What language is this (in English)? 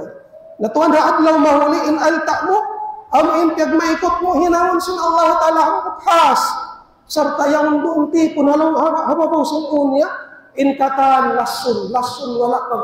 Tausug